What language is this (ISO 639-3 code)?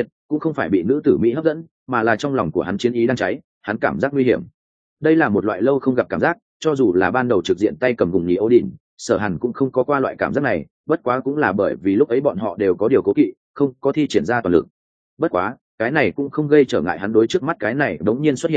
vie